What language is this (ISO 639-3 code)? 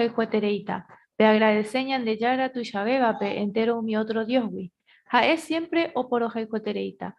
grn